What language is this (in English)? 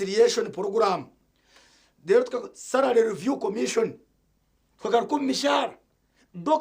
Nyankole